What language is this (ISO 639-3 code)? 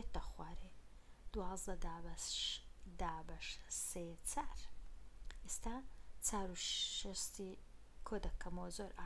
ckb